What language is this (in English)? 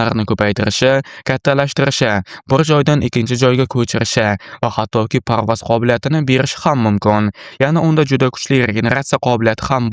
Uzbek